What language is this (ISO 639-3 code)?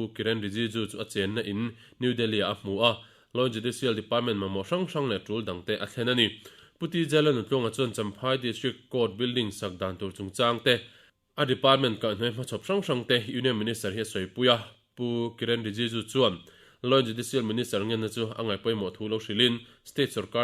lus